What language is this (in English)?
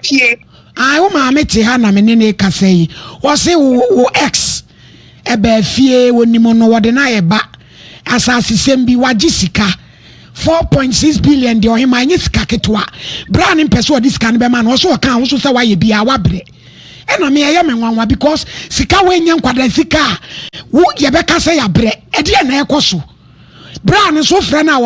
Akan